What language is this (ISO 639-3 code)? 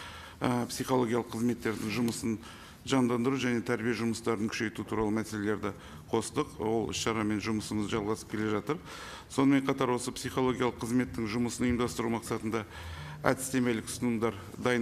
kaz